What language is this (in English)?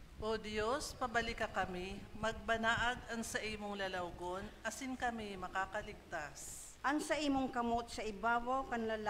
Bikol